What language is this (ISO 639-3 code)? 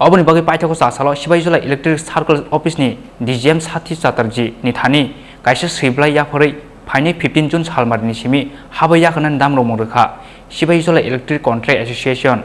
trp